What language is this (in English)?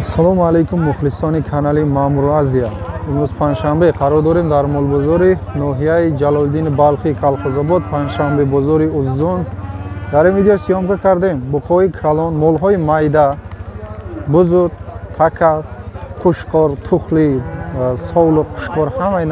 Tajik